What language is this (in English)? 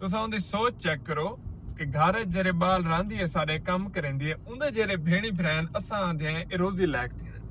Saraiki